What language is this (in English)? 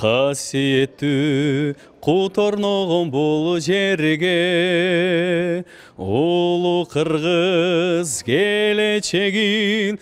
Kyrgyz